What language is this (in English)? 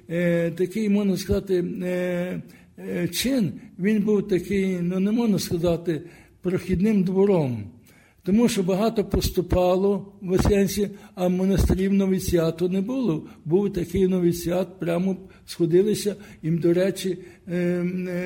Ukrainian